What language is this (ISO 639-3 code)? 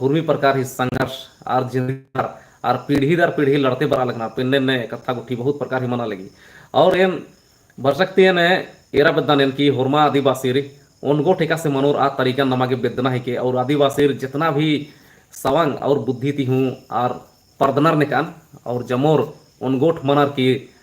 kru